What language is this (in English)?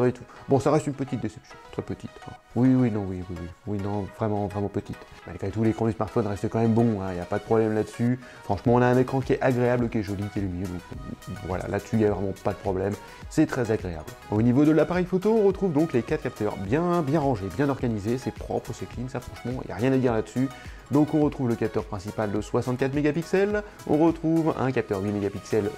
French